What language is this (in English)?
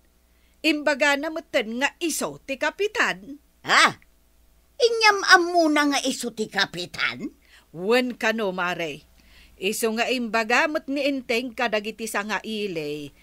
Iloko